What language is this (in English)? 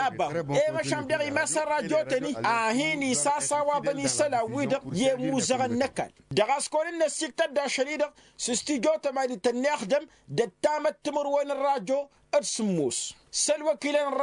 Tamasheq